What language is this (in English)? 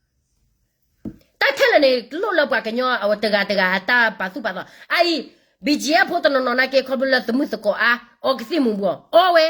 S'gaw Karen